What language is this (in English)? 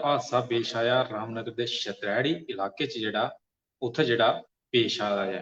Dogri